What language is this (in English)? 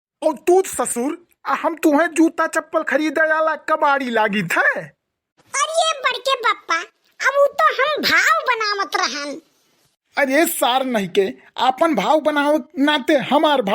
Awadhi